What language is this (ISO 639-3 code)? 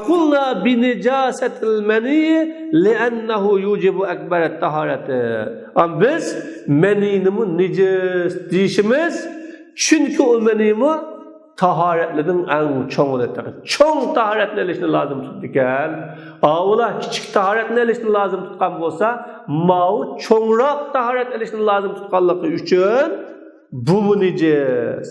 uig